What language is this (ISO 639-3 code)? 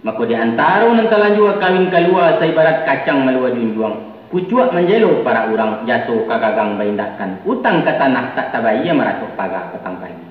min